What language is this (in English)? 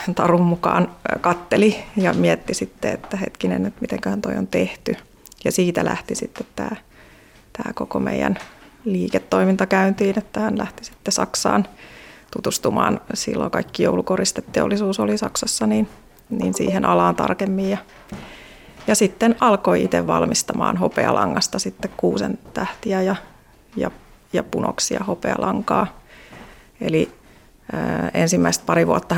Finnish